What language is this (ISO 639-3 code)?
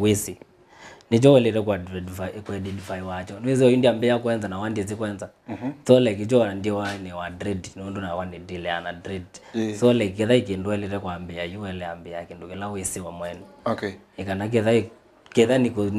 kam